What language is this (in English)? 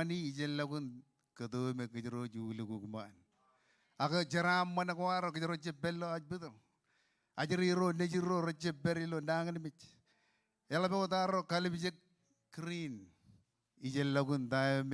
Marshallese